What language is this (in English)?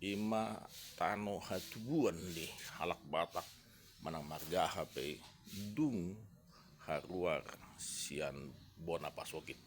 Batak Toba